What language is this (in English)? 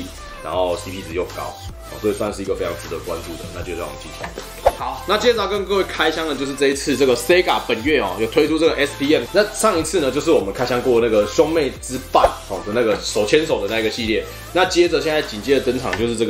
Chinese